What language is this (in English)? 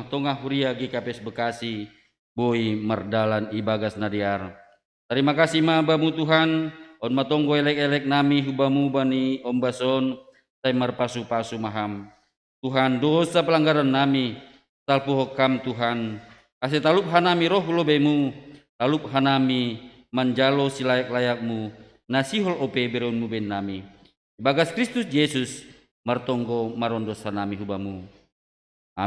Batak Simalungun